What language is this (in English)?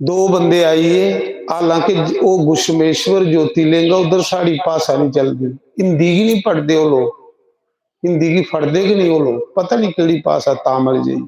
Dogri